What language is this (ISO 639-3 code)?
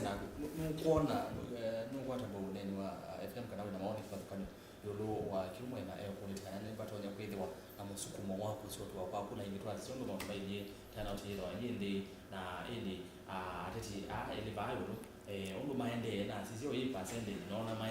kam